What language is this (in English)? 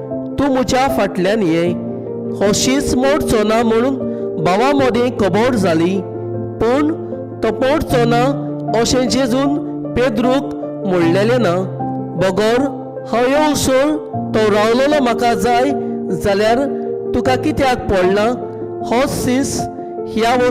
Konkani